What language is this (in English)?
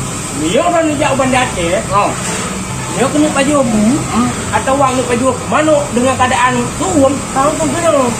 Achinese